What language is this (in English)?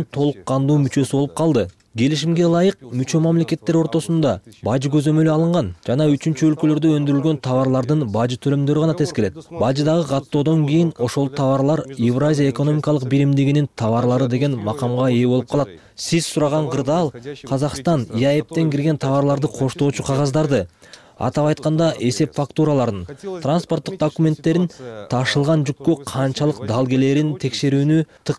Kyrgyz